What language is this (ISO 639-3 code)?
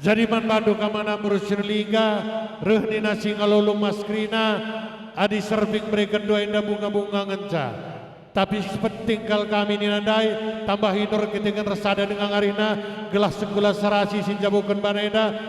btx